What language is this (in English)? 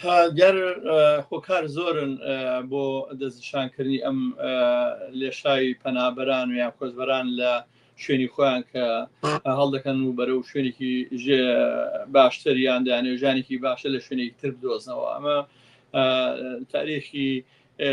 Central Kurdish